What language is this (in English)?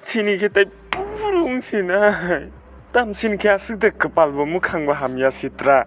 Kok Borok